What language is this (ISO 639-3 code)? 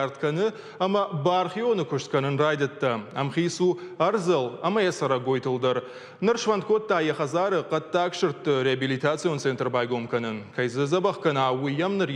oss